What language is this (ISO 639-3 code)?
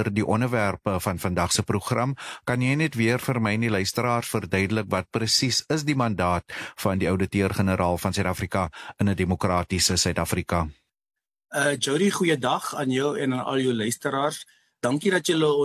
afr